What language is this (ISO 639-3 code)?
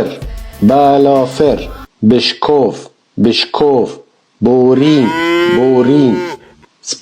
kur